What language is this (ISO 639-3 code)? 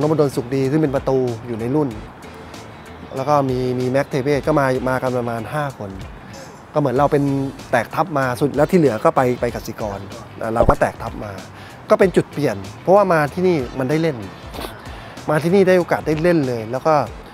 tha